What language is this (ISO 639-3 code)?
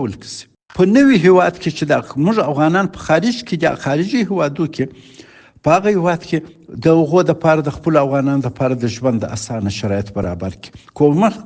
pus